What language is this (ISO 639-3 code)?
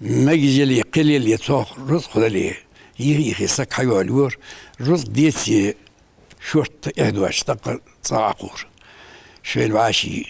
inh